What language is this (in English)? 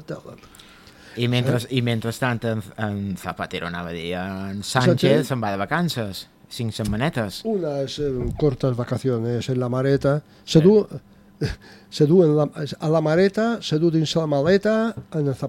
Catalan